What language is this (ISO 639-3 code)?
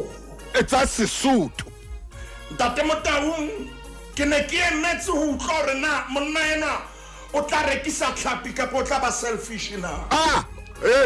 sot